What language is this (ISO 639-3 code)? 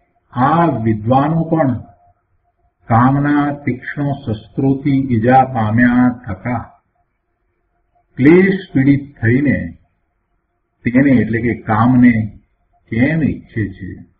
guj